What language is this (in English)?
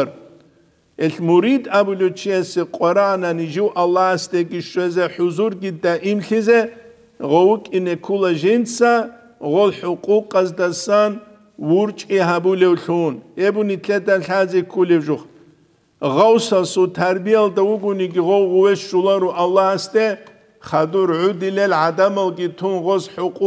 Avaric